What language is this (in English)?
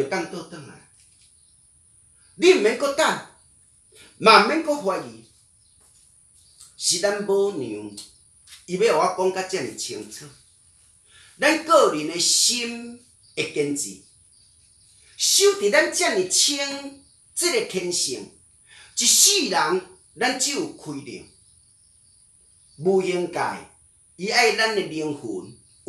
Min Nan Chinese